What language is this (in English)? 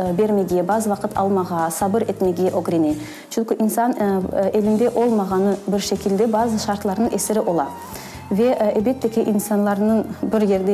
Crimean Tatar